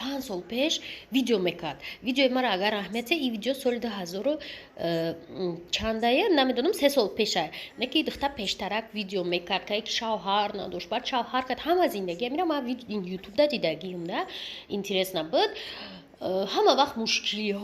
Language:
Tajik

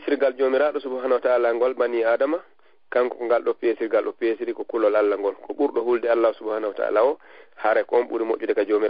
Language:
Fula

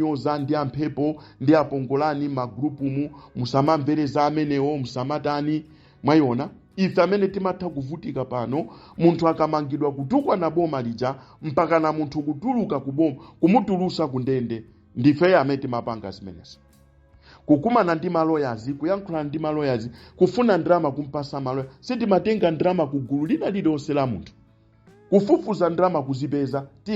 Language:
Nyanja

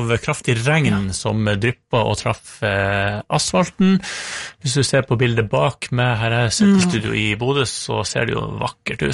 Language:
Norwegian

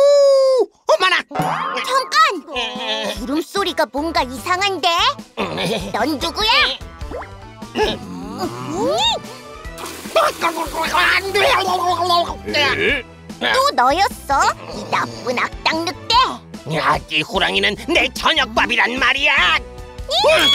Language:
Korean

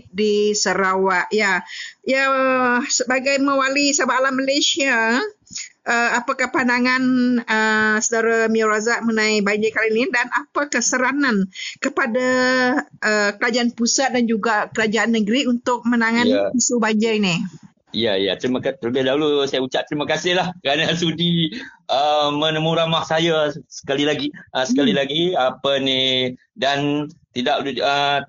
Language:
Malay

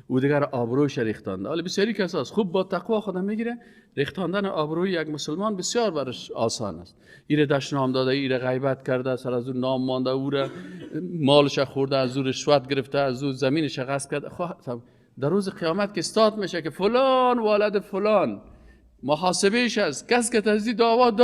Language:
Persian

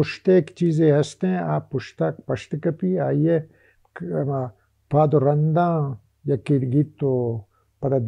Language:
Baluchi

